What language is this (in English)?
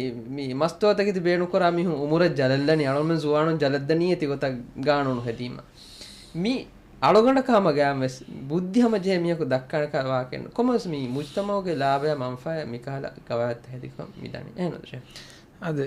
Divehi